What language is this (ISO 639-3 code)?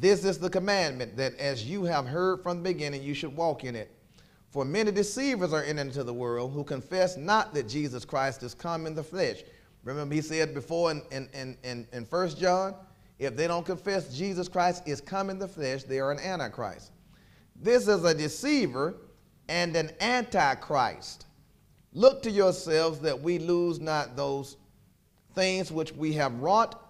eng